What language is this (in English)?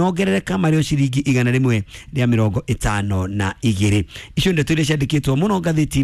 Kikuyu